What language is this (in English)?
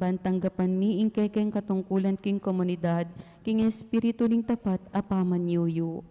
Pampanga